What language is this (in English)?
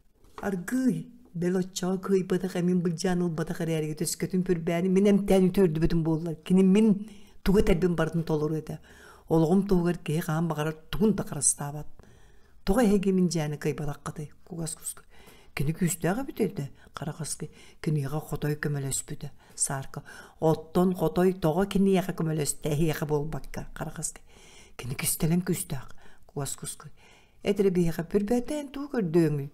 Yakut